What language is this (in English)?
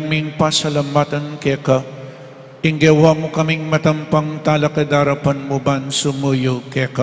Pampanga